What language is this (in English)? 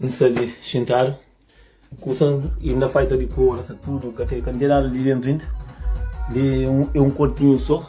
Kabuverdianu